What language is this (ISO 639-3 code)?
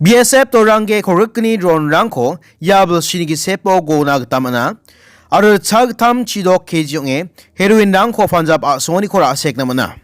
grt